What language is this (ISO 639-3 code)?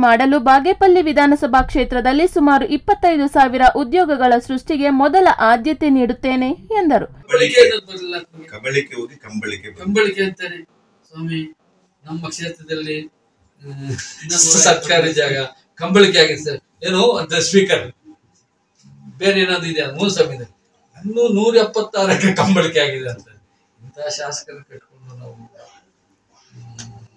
kan